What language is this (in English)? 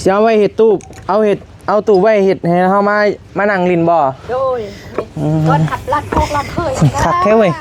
Northeastern Thai